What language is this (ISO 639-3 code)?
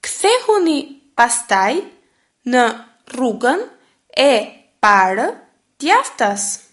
sqi